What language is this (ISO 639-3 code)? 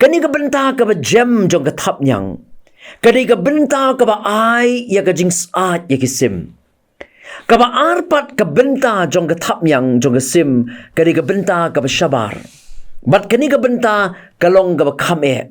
kha